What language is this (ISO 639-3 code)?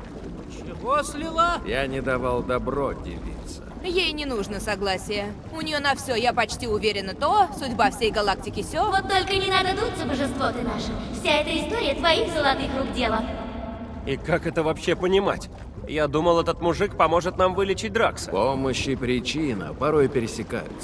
rus